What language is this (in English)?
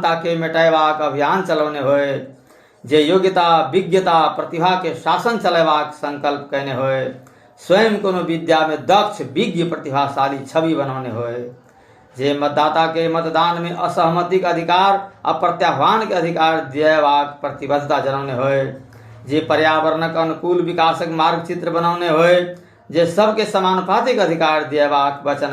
Maithili